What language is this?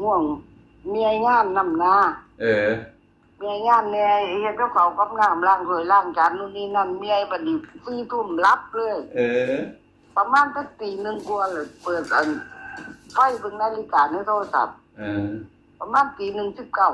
Northeastern Thai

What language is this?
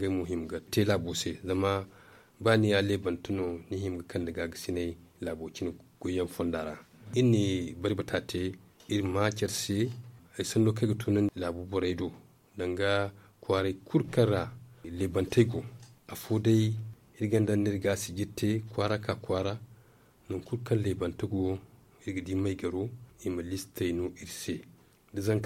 Zarma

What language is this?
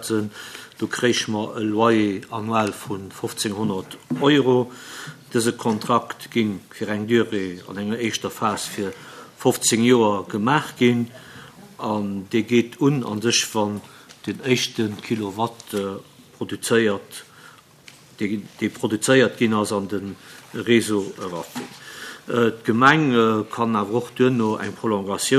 Luxembourgish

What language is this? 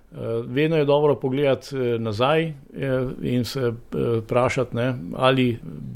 Slovenian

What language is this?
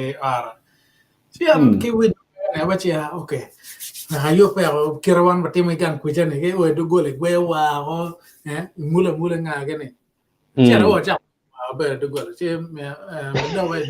Acoli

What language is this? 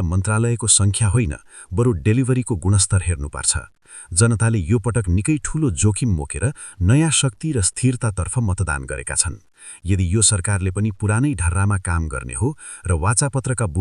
Nepali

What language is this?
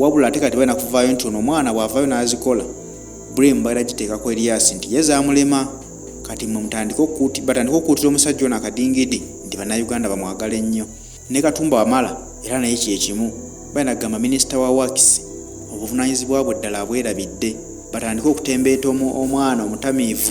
Ganda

